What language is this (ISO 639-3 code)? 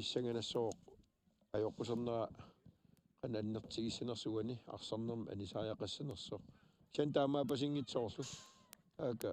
kal